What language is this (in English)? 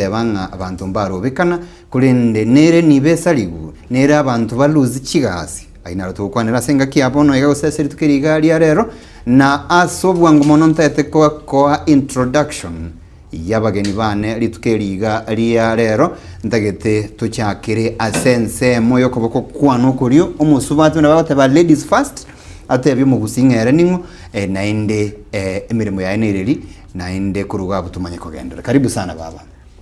Gusii